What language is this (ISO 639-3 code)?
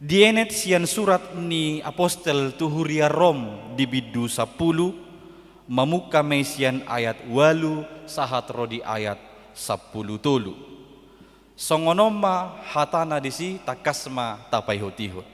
bbc